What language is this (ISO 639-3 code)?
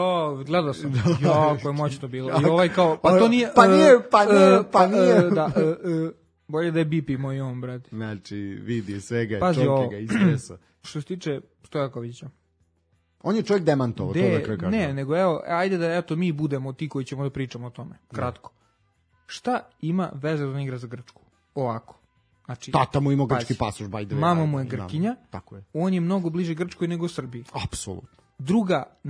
srp